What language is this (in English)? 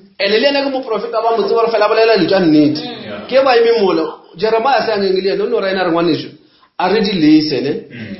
Northern Sotho